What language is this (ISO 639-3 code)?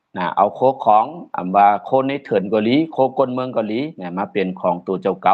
shn